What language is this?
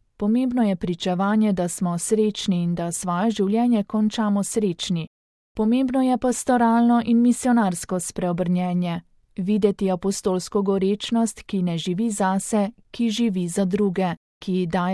Slovenian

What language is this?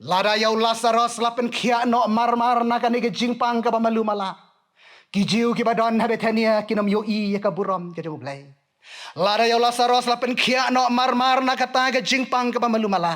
Khasi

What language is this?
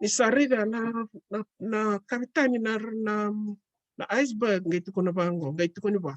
Fijian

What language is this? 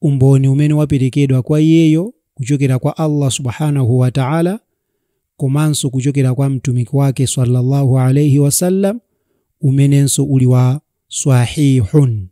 Nyanja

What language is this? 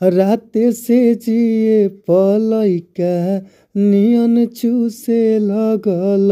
Bhojpuri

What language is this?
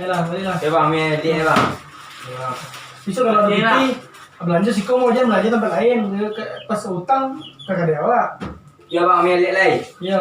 Minangkabau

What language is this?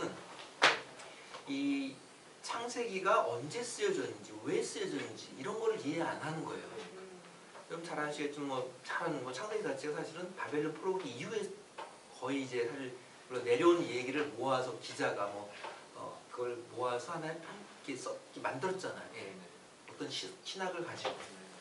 Korean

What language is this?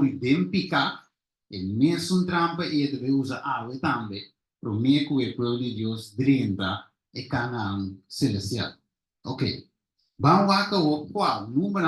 Papiamento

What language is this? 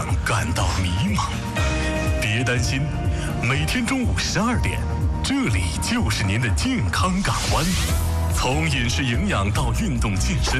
Chinese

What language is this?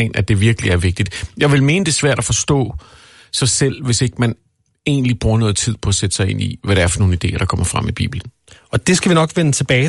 Danish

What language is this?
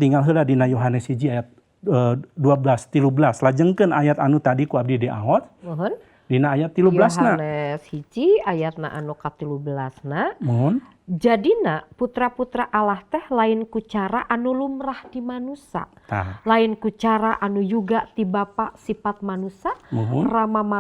Sundanese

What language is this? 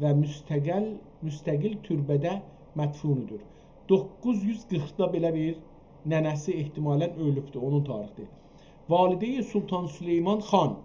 South Azerbaijani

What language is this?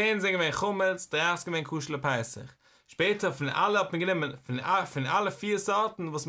Yiddish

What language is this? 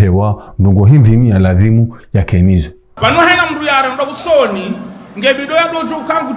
Ngazidja Comorian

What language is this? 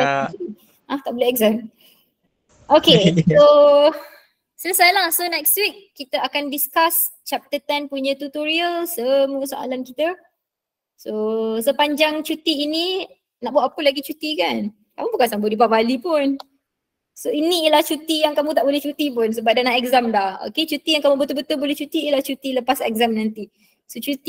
Malay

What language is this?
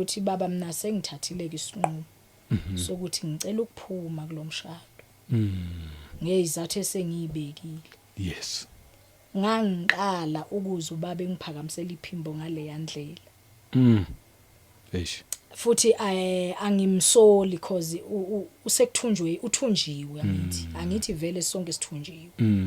Zulu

